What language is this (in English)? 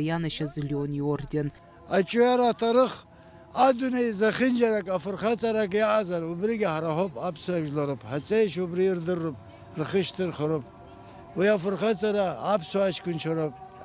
Abkhazian